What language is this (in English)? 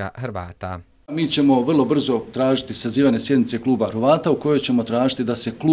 Bosnian